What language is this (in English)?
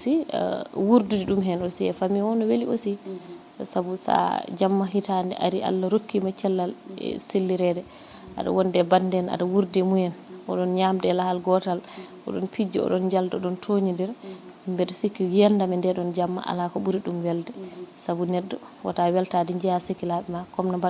Fula